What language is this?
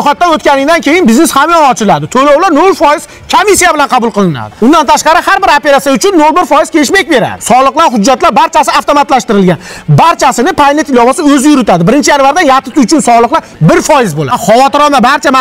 Uzbek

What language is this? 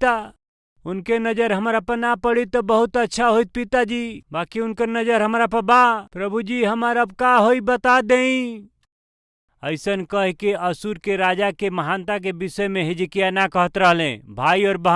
Bhojpuri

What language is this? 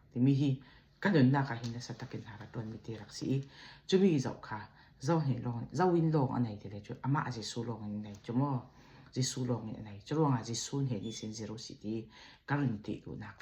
Falam Chin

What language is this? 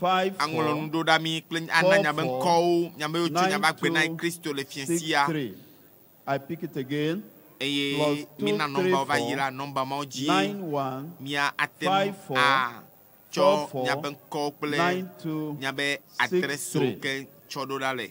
Ewe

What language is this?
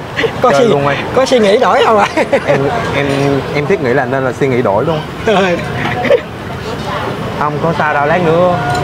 Vietnamese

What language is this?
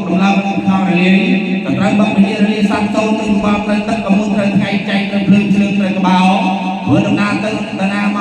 Khmer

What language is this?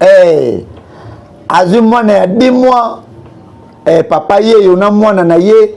Lingala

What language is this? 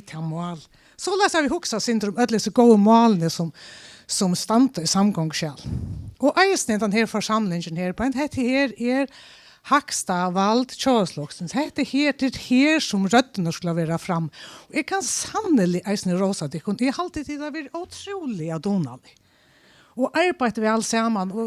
Faroese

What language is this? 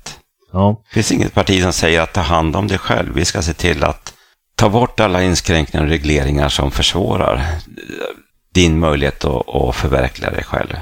Swedish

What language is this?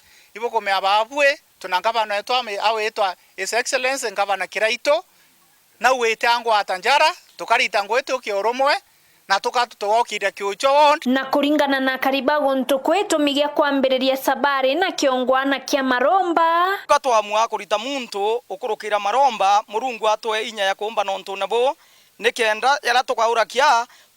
Meru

